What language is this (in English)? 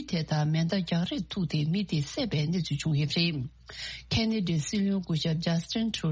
Tibetan